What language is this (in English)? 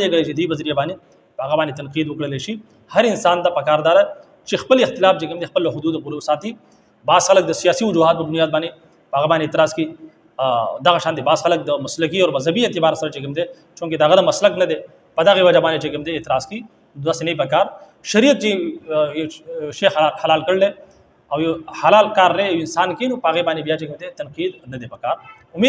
Pashto